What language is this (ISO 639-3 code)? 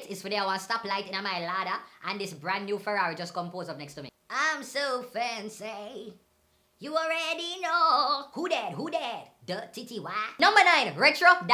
jam